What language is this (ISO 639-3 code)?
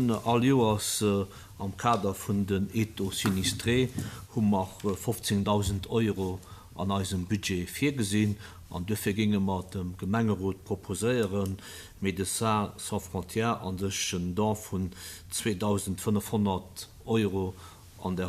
ltz